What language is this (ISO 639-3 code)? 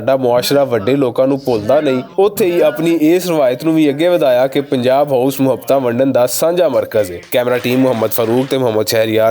lah